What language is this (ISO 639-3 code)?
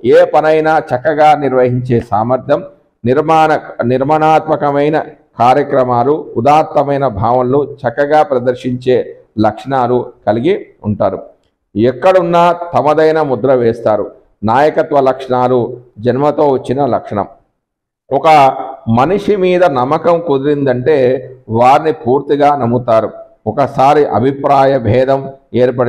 tel